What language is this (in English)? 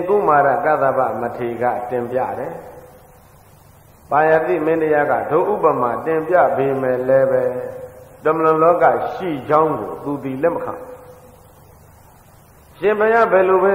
Burmese